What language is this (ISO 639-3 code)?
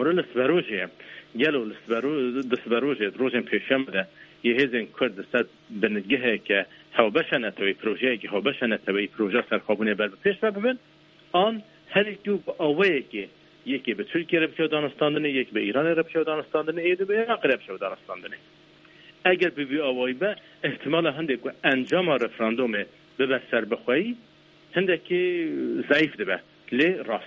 kur